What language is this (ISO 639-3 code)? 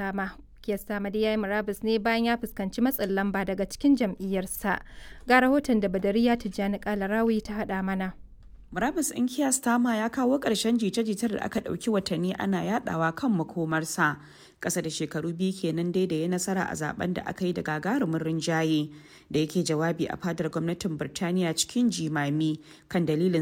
hau